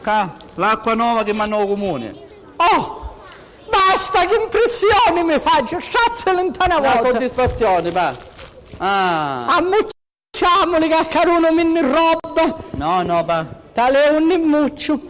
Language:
Sicilian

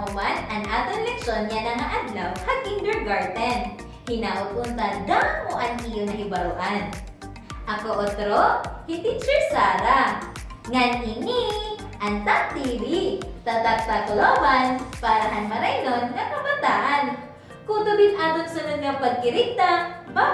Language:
Waray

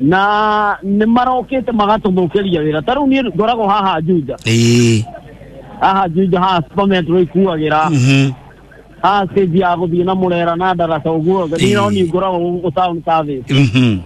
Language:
Kikuyu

